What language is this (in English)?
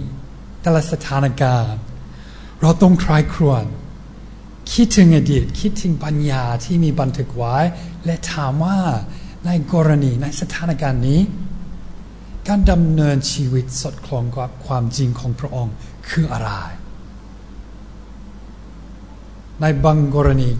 Thai